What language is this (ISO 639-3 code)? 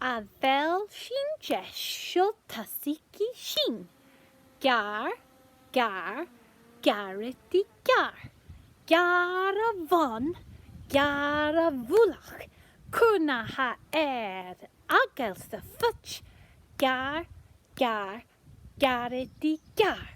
gla